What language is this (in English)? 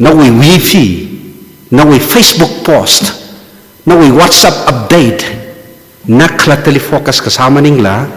Tangkhul Naga (India)